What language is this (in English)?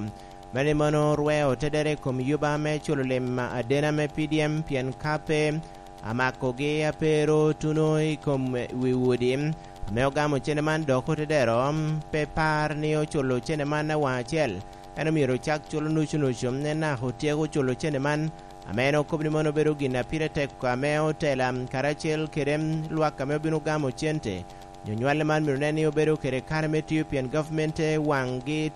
Lango (Uganda)